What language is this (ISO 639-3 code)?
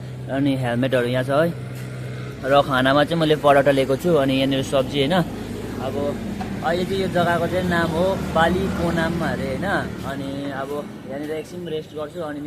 nep